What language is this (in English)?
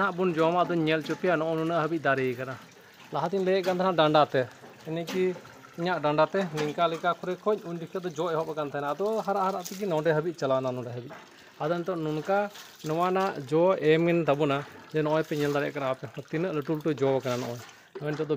Santali